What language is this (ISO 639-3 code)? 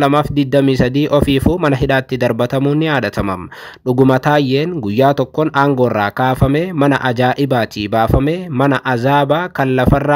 orm